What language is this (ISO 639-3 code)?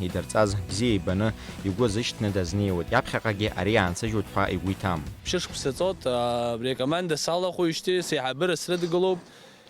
abk